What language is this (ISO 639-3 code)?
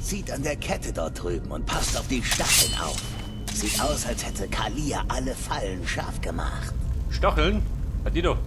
bar